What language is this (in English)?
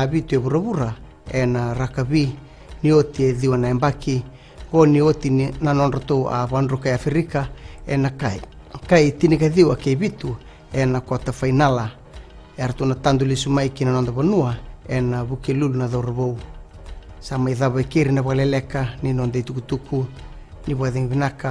Fijian